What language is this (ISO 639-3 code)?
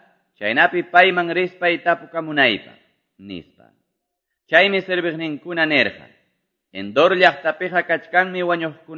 que